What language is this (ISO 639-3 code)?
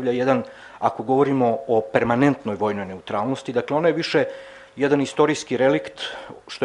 srp